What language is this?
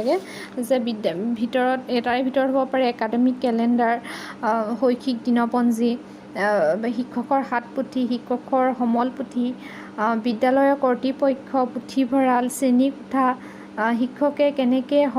Assamese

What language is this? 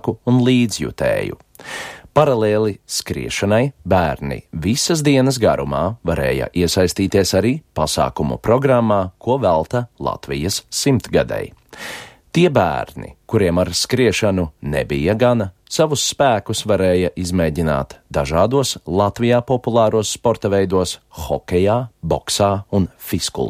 Latvian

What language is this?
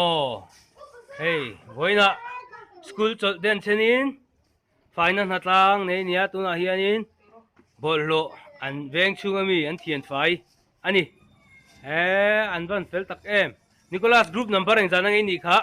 Mizo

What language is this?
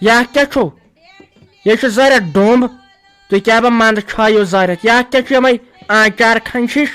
Kashmiri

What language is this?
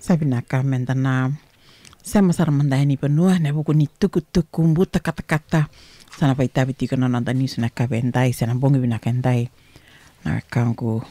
Fijian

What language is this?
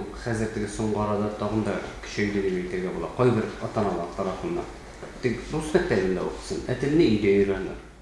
Tatar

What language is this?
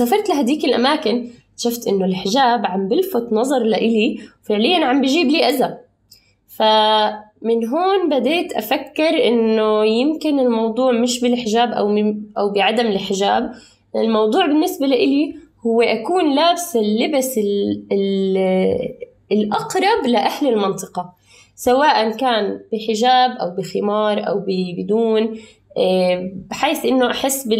North Levantine Arabic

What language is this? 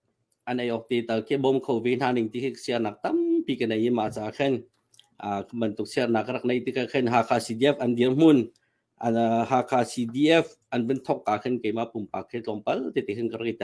Hakha Chin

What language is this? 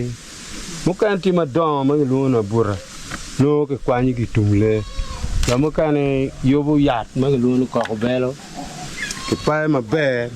Acoli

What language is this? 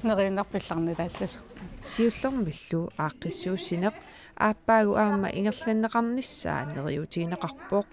Kalaallisut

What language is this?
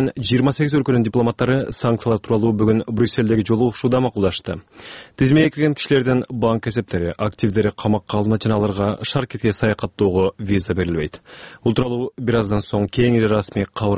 Kyrgyz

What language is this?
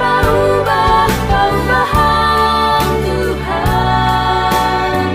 Batak Simalungun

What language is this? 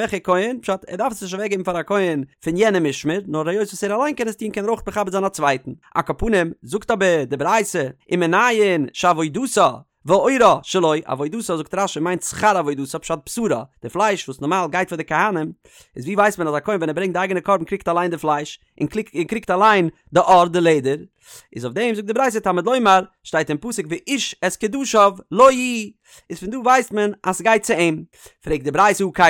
Yiddish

